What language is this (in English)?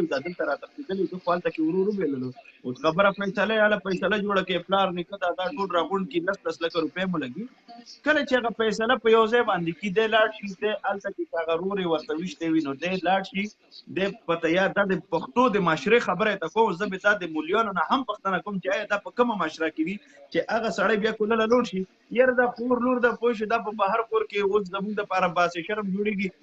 Pashto